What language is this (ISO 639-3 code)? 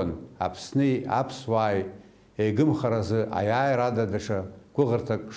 abk